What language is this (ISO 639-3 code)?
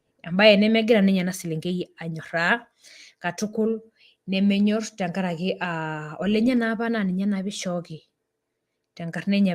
mas